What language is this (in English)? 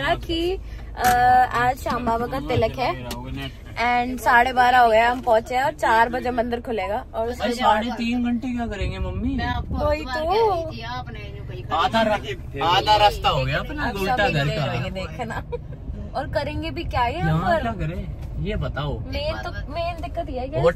Hindi